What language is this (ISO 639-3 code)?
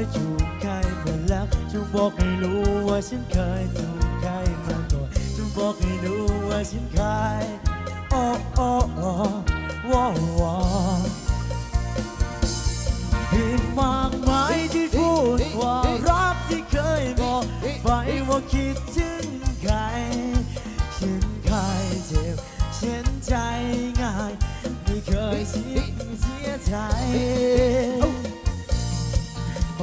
tha